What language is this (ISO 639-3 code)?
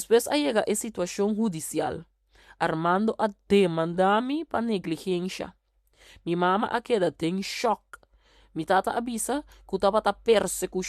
pap